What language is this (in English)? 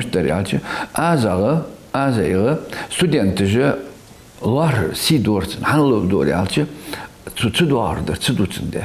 Ingush